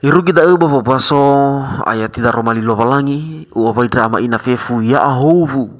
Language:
Nias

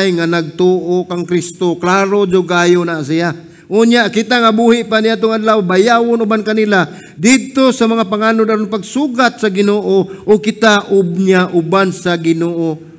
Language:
Cebuano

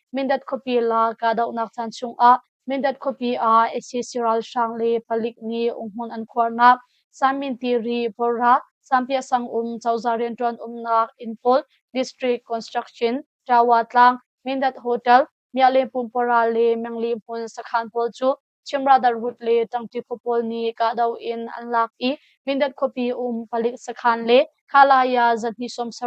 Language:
Hakha Chin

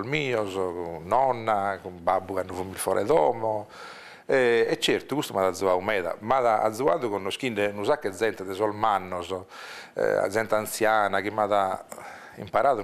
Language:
Sardinian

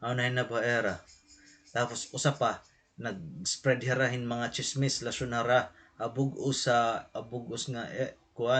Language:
Waray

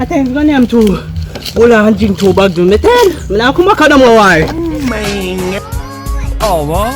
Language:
Jamaican Creole English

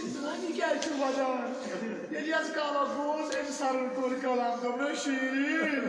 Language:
Kashmiri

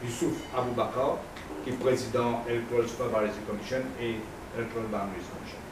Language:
Morisyen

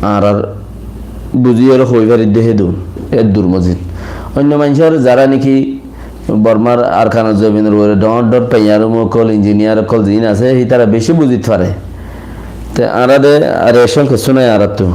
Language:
Rohingya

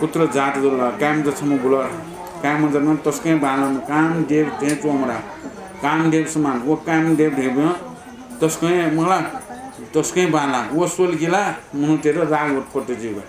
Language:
Newari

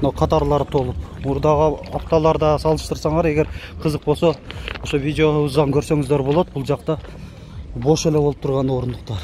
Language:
Kyrgyz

